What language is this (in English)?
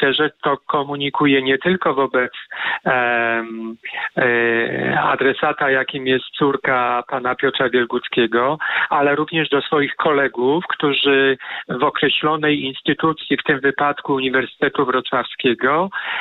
Polish